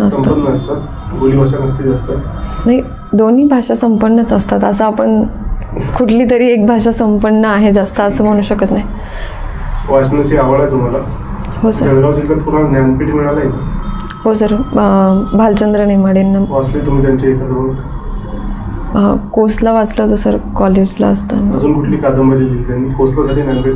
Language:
Marathi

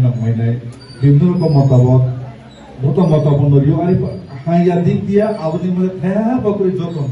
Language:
Riang (India)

